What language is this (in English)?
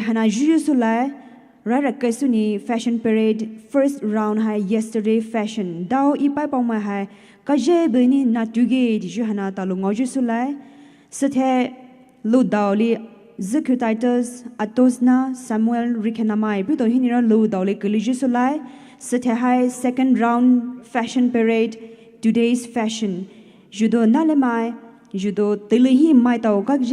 Poumei Naga